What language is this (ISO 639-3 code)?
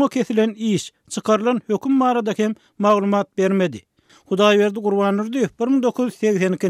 tuk